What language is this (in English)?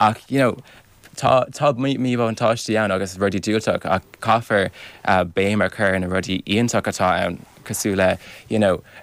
Irish